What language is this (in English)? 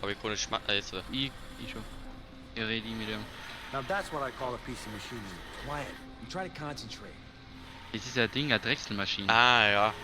Bavarian